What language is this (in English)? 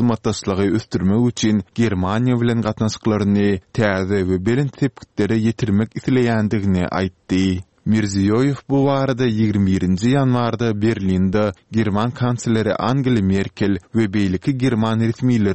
Turkmen